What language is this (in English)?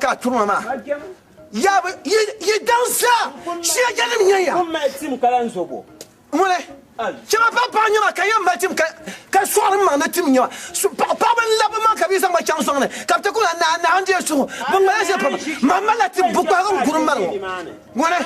Dagbani